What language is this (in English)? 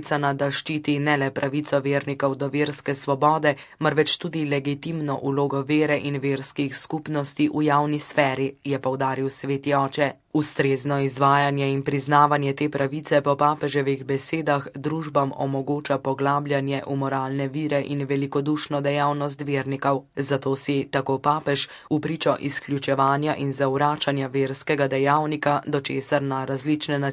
Slovenian